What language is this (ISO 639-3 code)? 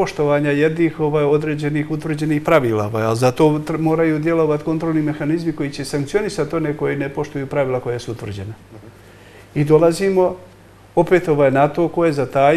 bos